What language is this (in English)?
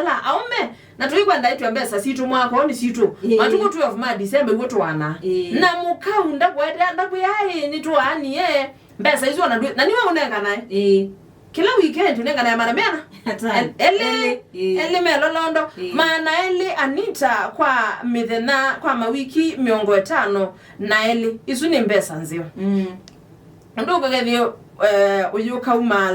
Kamba